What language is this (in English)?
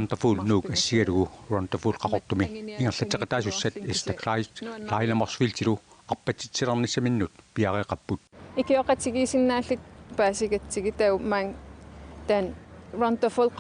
Kalaallisut